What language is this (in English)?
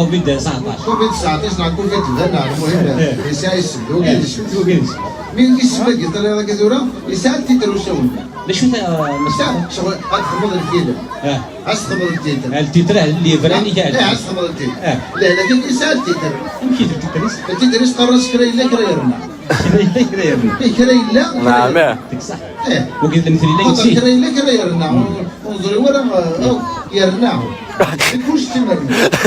Kabyle